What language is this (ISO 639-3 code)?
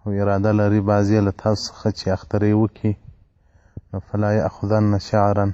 pus